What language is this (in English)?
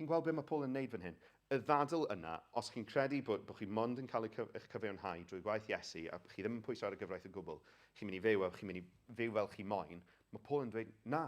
Welsh